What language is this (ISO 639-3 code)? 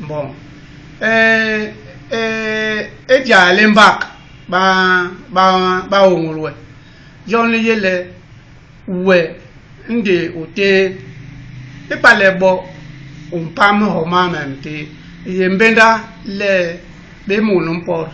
bas